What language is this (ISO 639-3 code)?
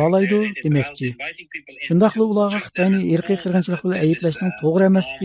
uig